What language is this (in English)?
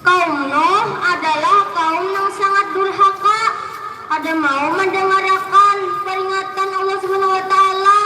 Banjar